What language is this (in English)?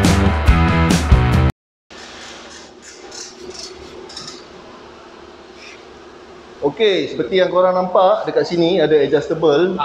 Malay